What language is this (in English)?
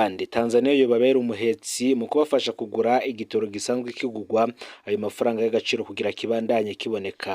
Rundi